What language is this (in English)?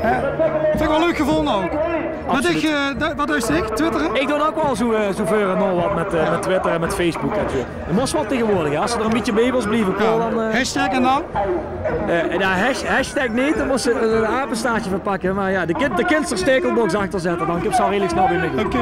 Limburgish